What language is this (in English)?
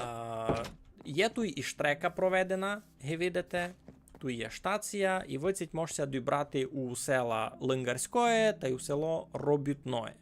Rusyn